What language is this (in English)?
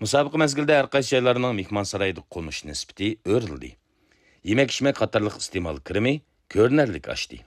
Uyghur